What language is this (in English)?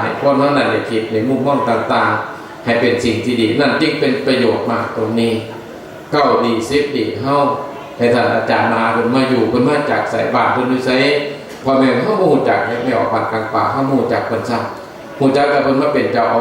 Northeastern Thai